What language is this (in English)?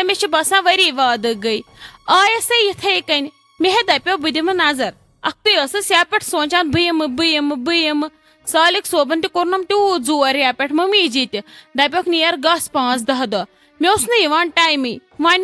Kashmiri